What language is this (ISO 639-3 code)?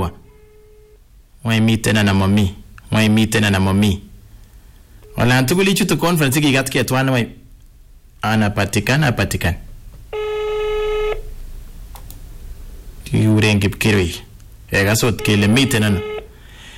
swa